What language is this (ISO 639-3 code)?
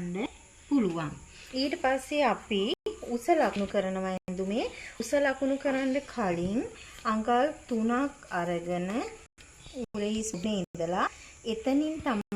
sin